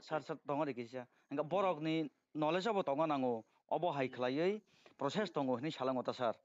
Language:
Kok Borok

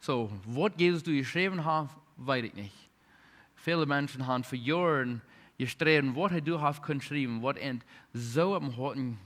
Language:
Plautdietsch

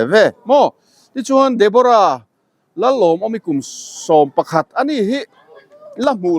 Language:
Mizo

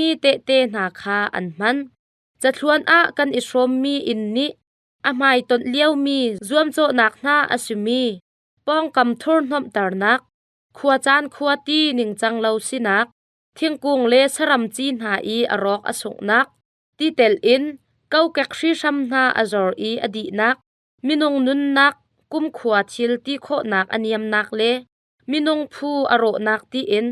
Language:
Hakha Chin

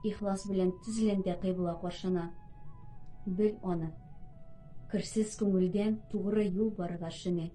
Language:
Tatar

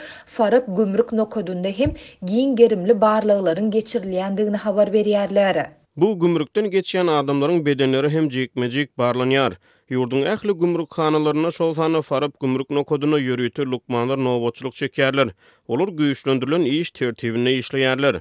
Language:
Turkmen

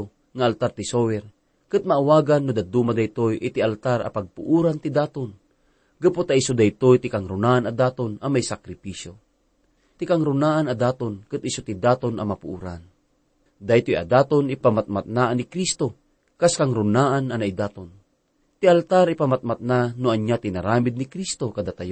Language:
Iloko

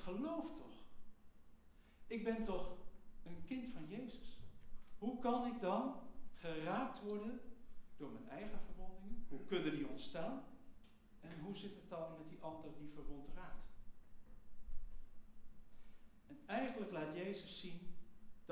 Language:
Dutch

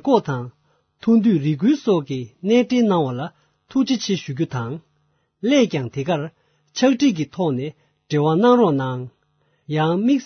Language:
Tibetan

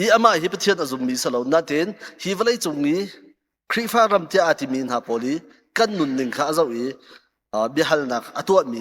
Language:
Hakha Chin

